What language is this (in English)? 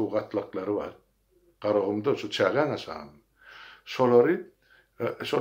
Turkmen